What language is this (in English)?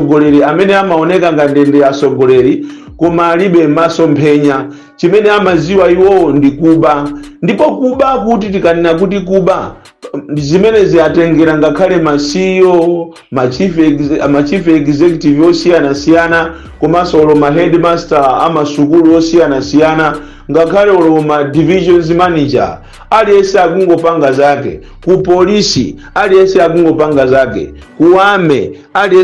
Nyanja